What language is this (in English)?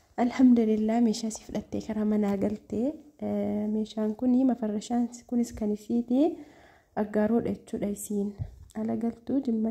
Oromo